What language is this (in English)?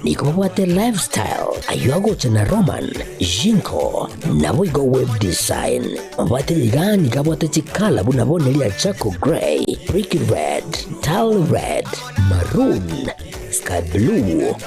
Gusii